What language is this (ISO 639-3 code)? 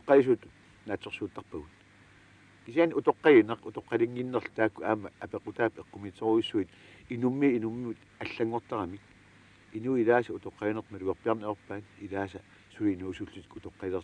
kal